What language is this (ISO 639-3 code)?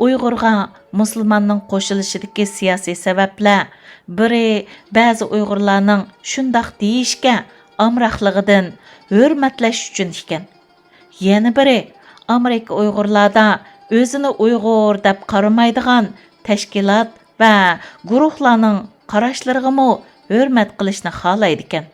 uig